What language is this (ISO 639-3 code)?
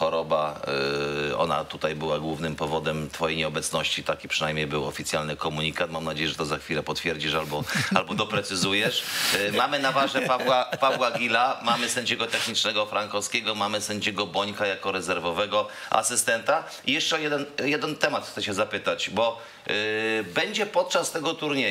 pol